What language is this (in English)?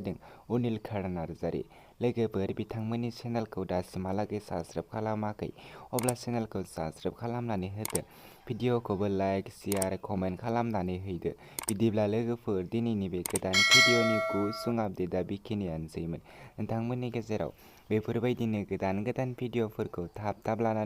Bodo